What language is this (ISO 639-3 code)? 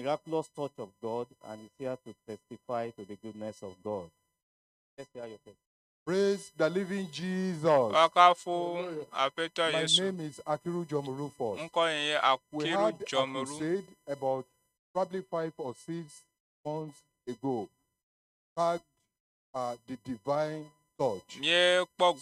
ewe